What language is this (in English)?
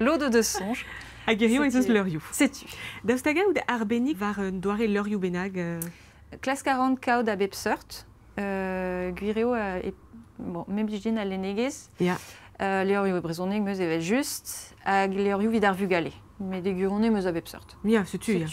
Breton